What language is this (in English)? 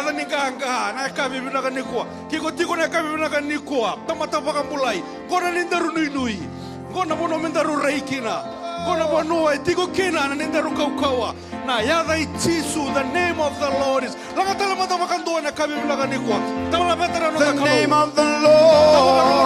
Fijian